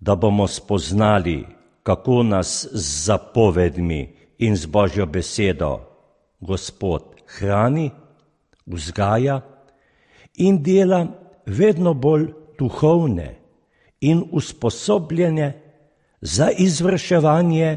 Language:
Slovenian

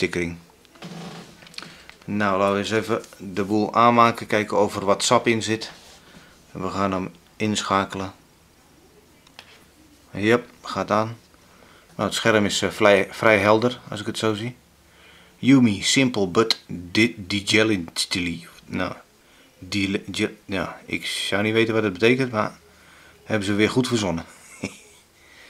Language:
Dutch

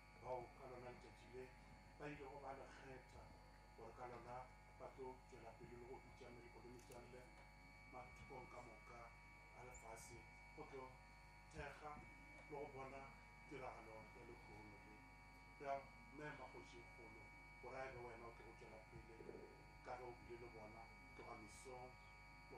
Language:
Northern Sotho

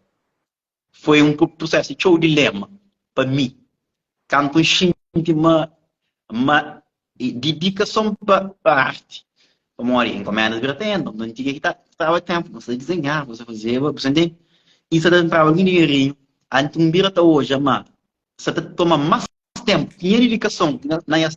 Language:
Kabuverdianu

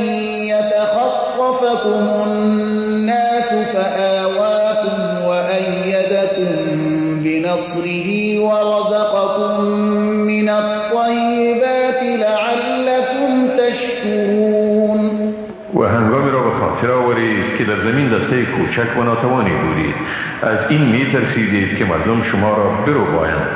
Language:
Persian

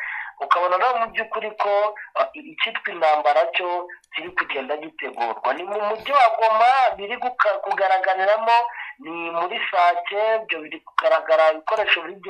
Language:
Kinyarwanda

